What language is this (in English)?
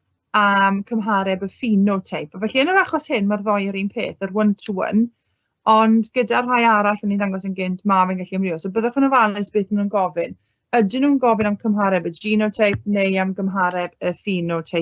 Welsh